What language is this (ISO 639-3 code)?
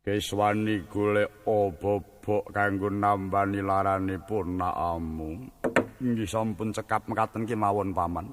jav